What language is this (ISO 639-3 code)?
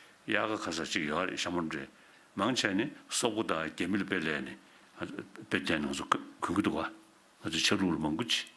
bod